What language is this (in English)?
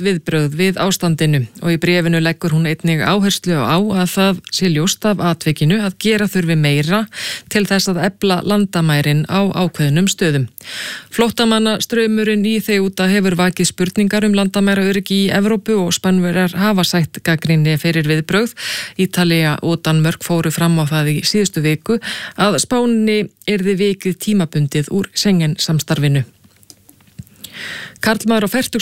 Icelandic